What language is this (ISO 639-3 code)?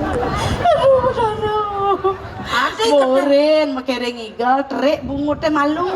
ban